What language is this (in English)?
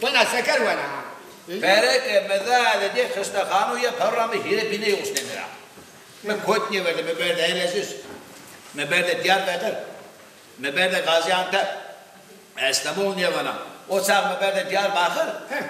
Zaza